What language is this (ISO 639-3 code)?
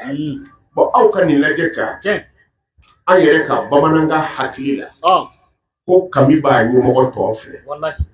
bam